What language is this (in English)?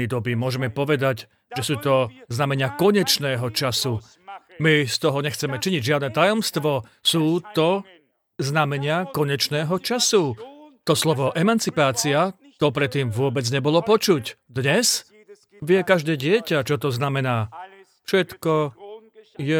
Slovak